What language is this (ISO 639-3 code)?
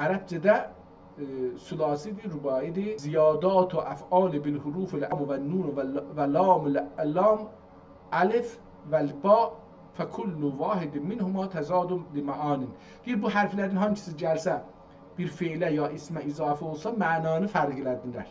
azb